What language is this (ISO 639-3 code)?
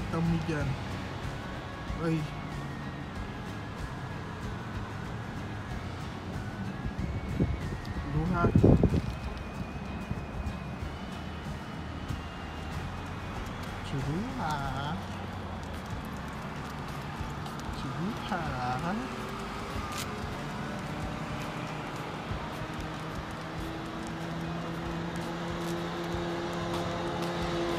fil